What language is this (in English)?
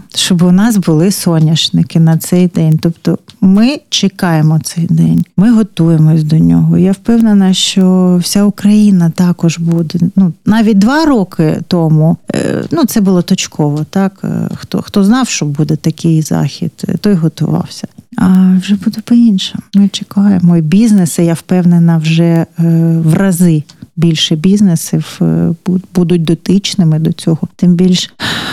Ukrainian